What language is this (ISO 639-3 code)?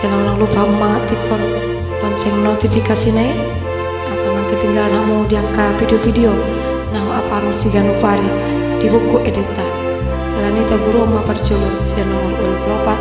bbc